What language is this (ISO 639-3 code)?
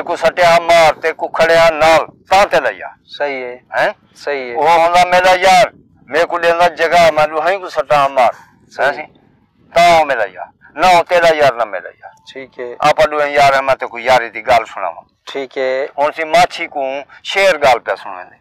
skr